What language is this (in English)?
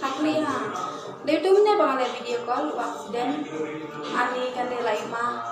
Khasi